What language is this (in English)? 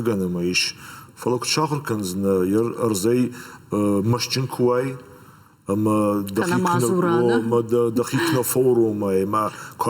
Ossetic